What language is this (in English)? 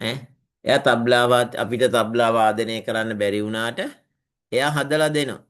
Sinhala